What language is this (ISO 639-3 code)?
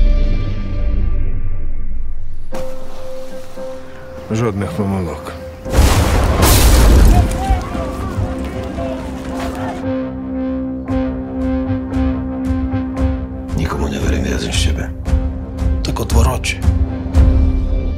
slk